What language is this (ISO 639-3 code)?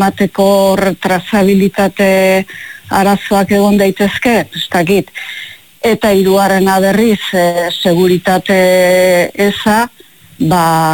eus